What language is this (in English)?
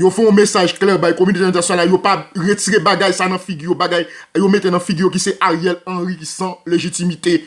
Haitian Creole